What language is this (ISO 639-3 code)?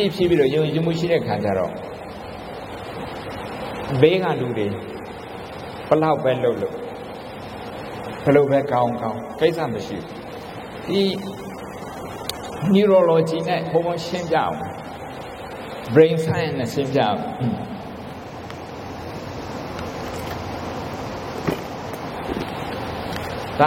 mya